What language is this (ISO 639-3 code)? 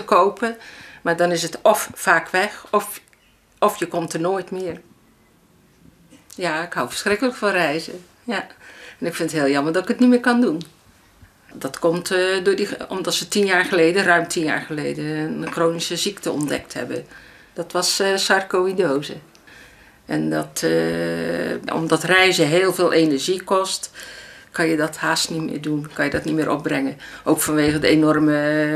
nld